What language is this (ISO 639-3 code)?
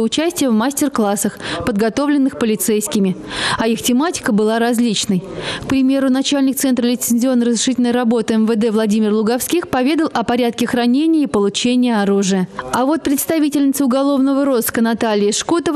rus